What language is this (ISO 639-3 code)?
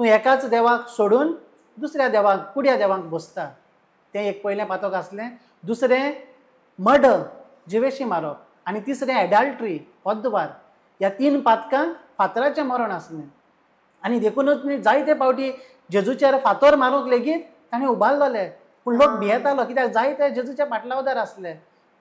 kok